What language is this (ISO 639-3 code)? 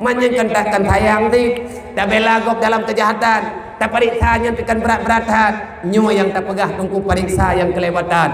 ace